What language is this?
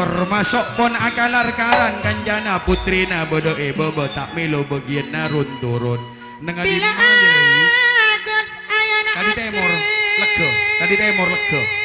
Madurese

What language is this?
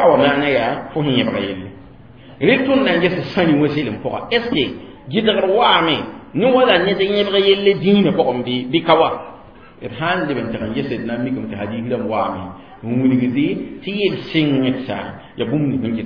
Mossi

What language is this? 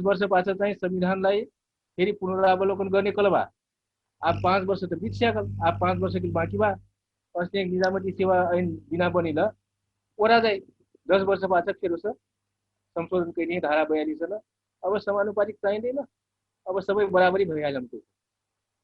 Dangaura Tharu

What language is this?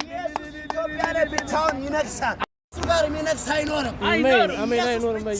Amharic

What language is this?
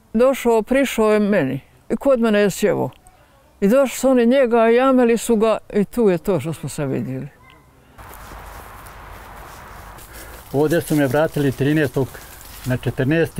Bosnian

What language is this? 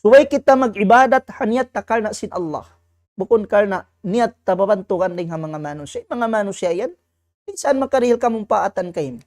Tausug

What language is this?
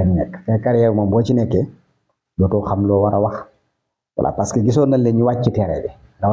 Wolof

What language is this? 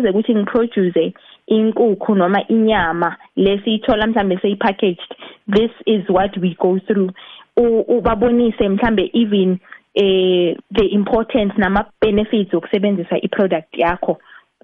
South Ndebele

